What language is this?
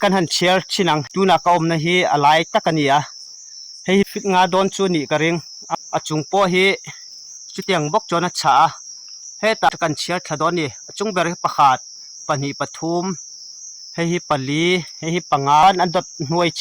Mizo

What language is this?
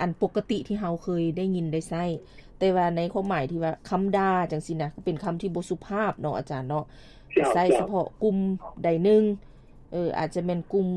Lao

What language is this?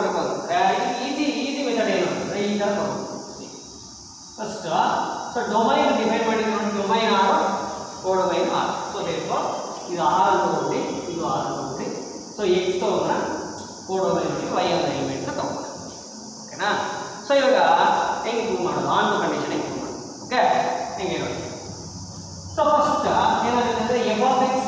Kannada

